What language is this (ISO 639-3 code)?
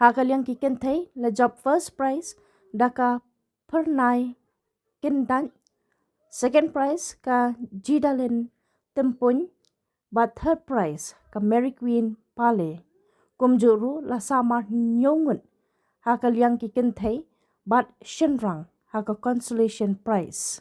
kha